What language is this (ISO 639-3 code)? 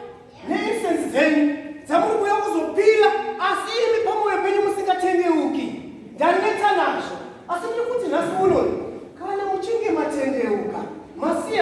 sna